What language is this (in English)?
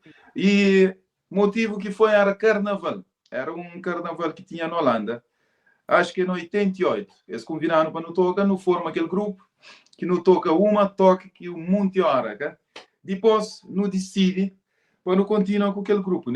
Kabuverdianu